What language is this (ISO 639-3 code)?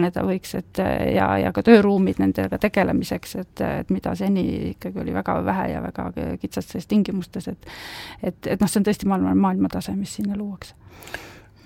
est